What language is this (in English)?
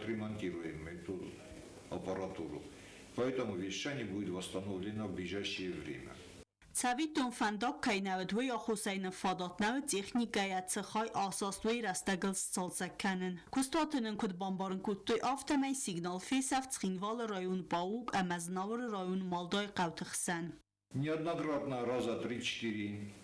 Ossetic